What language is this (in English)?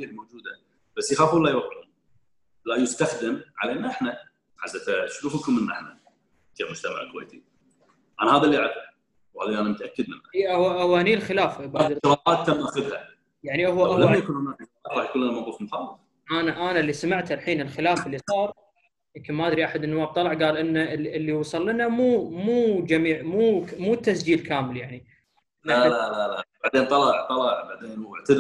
Gulf Arabic